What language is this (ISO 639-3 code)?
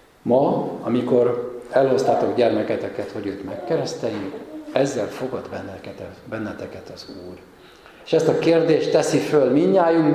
hun